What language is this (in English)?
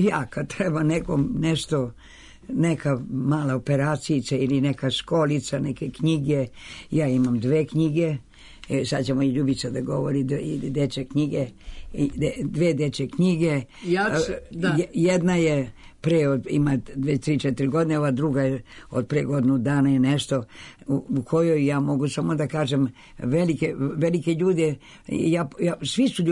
Serbian